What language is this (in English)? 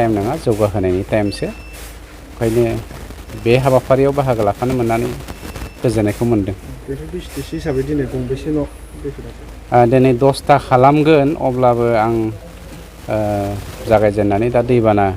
Bodo